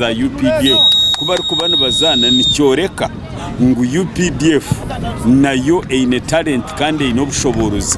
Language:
Nyankole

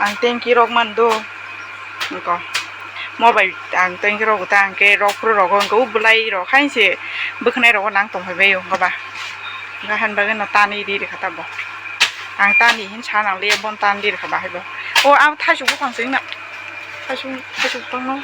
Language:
Kok Borok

